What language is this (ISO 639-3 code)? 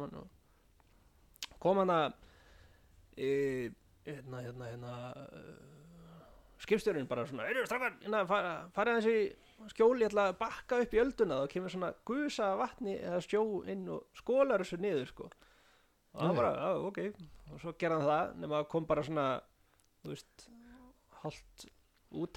isl